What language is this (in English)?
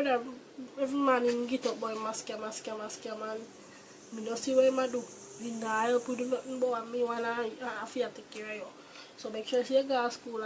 Jamaican Creole English